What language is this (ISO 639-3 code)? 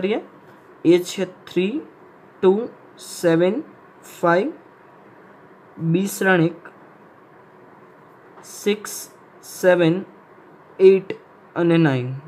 guj